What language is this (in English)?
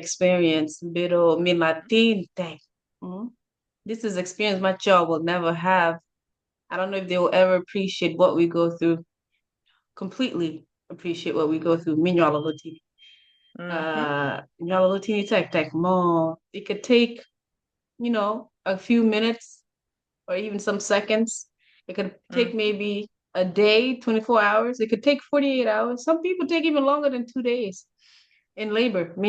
Acoli